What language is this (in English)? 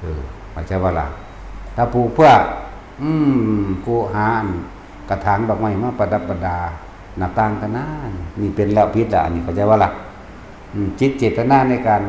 Northeastern Thai